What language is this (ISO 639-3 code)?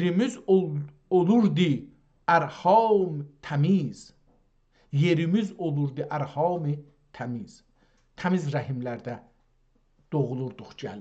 azb